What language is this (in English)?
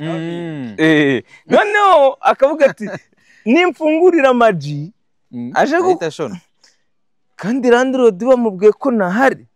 Kinyarwanda